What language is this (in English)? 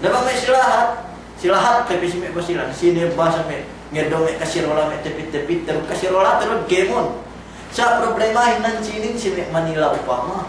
Yakan